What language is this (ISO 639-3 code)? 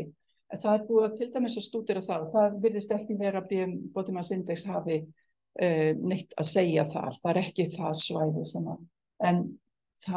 isl